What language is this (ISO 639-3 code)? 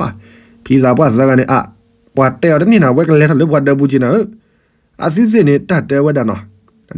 ksw